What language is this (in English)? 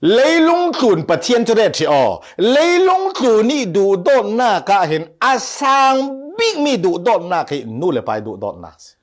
Falam Chin